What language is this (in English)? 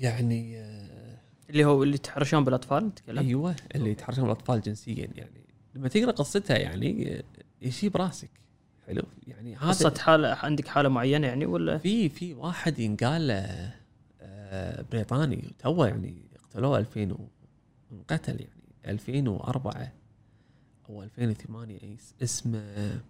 Gulf Arabic